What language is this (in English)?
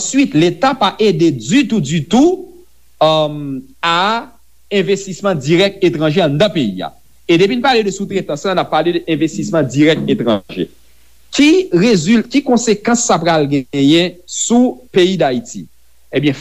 Haitian Creole